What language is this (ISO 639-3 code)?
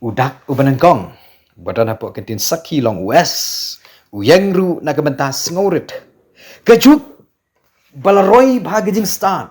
kha